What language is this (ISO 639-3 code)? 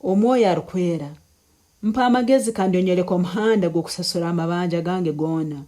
nyn